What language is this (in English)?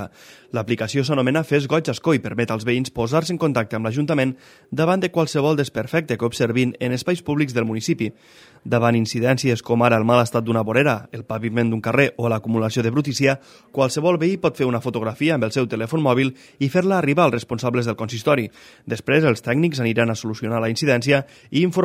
Catalan